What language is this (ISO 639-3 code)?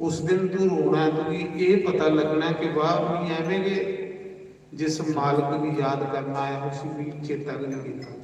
doi